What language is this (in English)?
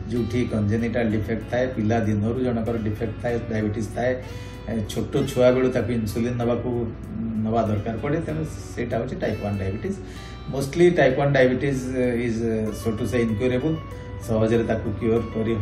Odia